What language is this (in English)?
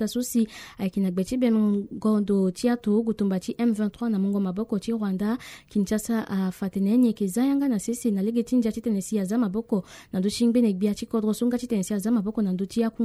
Sango